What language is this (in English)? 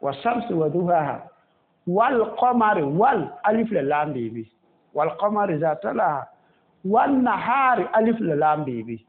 Mossi